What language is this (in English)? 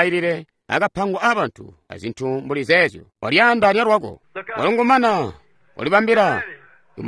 Tonga (Zambia)